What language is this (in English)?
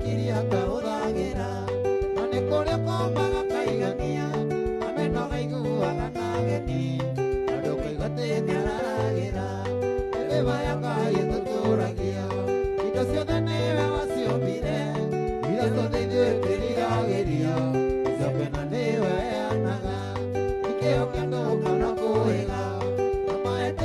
Kikuyu